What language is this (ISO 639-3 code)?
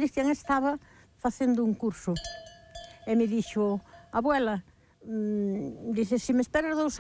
glg